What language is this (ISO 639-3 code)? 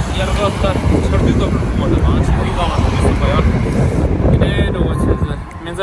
bod